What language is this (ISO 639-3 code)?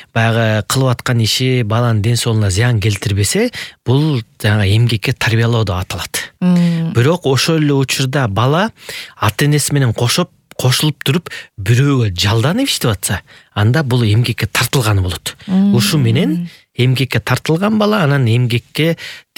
kir